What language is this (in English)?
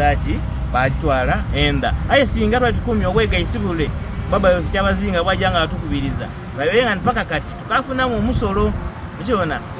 Soga